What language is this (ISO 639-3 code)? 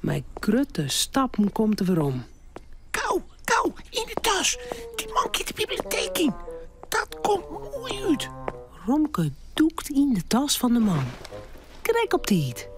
fry